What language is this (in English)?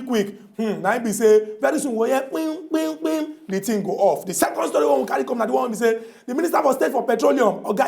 Nigerian Pidgin